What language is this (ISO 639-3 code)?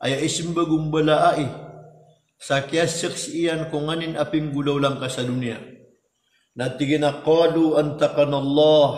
mrw